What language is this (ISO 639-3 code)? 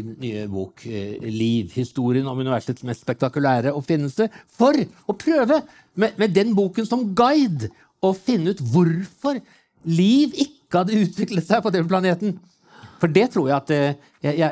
nor